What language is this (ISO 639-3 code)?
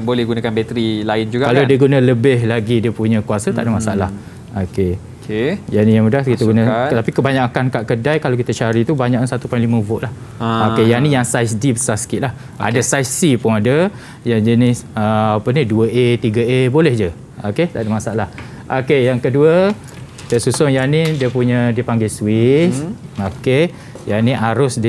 msa